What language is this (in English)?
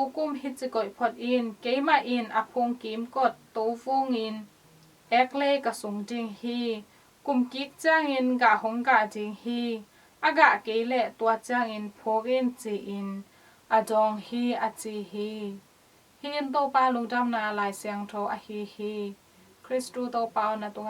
Tedim Chin